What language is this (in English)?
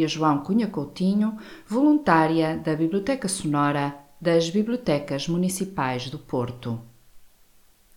Portuguese